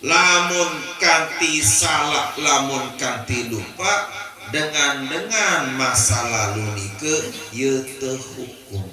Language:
Sasak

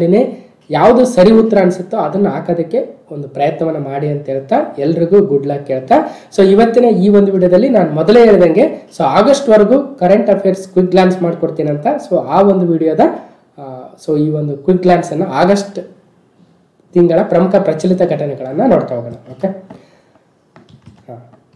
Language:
Kannada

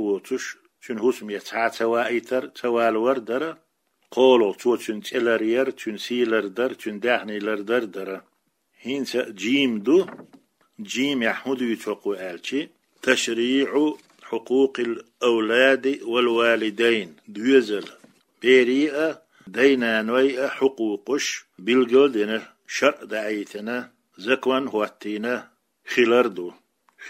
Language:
Chechen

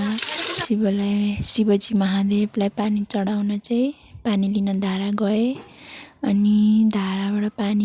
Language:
Nepali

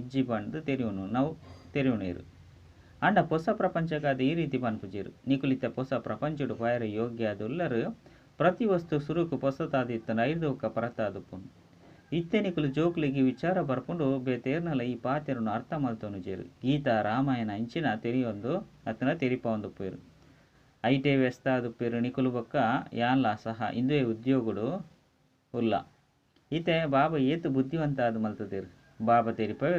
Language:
Tulu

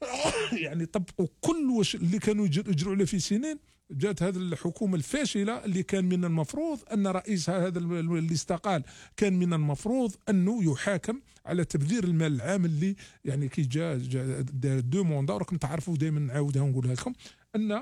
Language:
Algerian Arabic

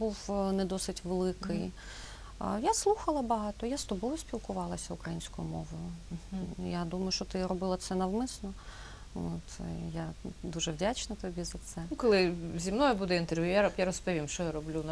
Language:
Ukrainian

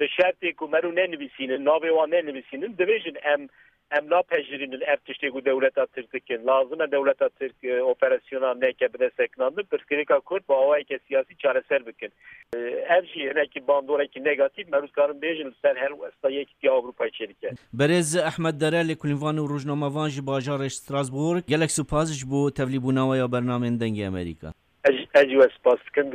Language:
Kurdish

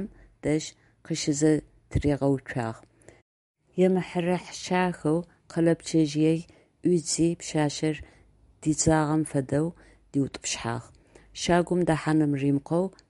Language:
Adyghe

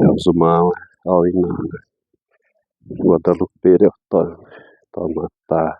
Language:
Xavánte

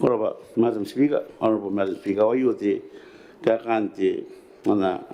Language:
Gilbertese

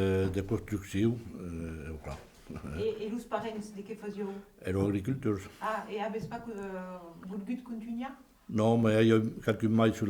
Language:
Occitan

